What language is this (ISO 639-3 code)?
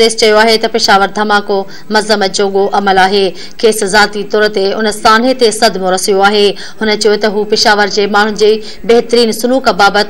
snd